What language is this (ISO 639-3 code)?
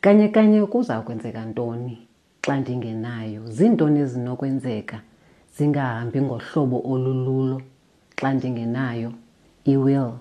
xho